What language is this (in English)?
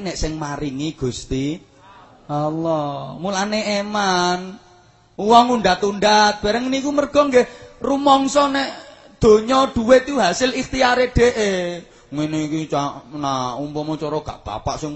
Javanese